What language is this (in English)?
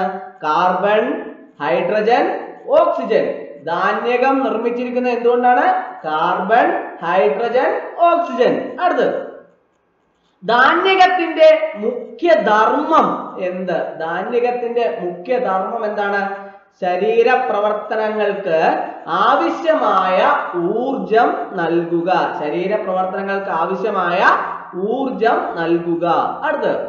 Malayalam